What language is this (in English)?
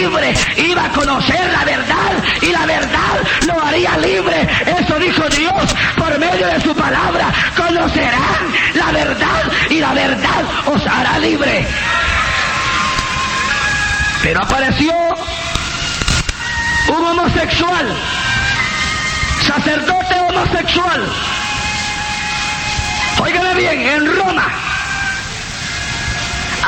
Spanish